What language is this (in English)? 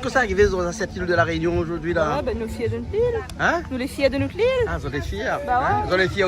Réunion Creole French